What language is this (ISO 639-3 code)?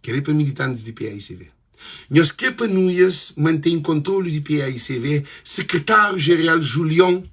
kea